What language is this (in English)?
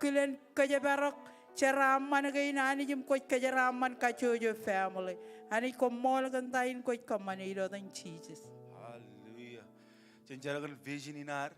Marshallese